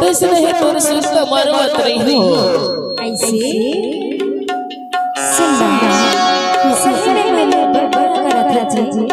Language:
Chhattisgarhi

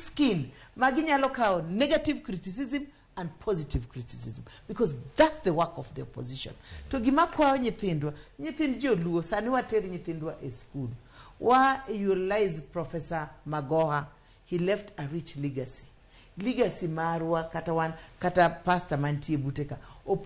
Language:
Luo (Kenya and Tanzania)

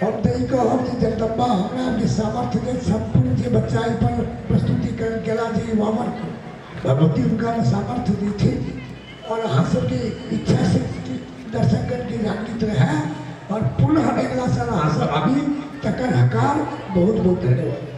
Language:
Maithili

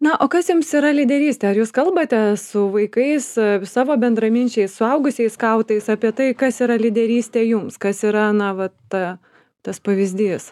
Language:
Lithuanian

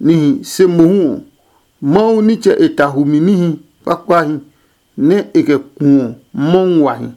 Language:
Adangme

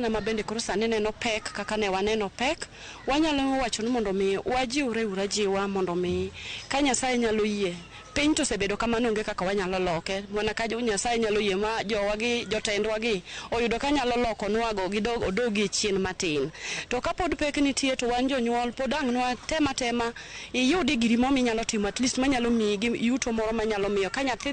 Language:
Luo (Kenya and Tanzania)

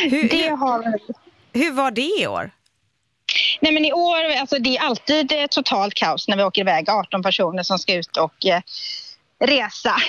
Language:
Swedish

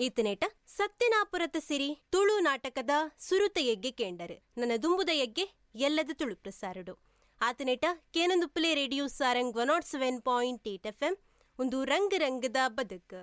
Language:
Tulu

